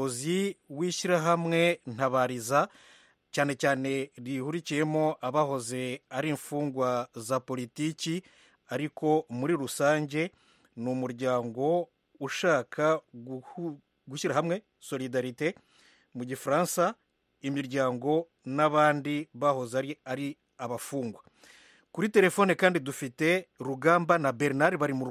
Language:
Kinyarwanda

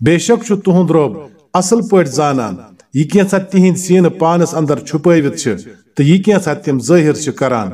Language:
Kashmiri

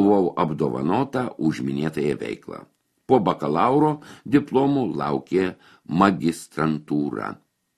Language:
Lithuanian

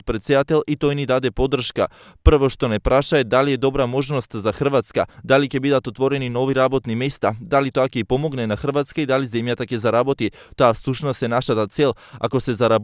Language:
Macedonian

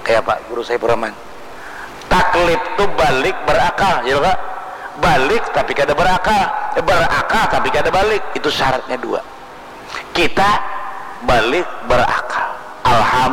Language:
Banjar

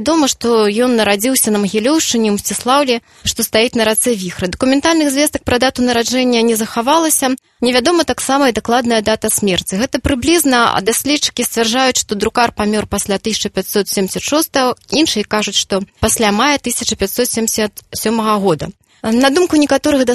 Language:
Belarusian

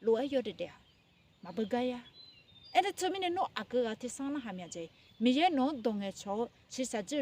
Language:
Akha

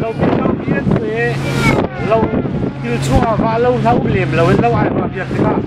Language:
Hakha Chin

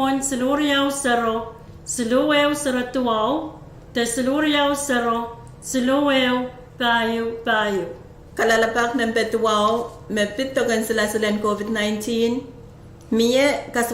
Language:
Pohnpeian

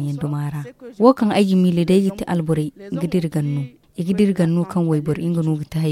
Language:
Zarma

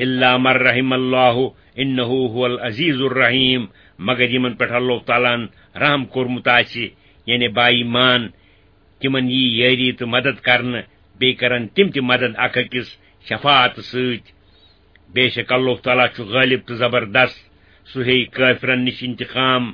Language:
Kashmiri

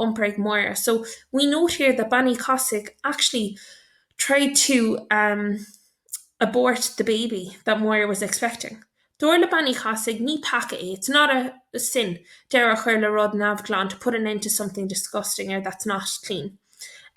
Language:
Irish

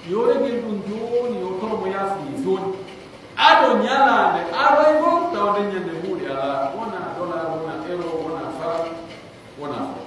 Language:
Pular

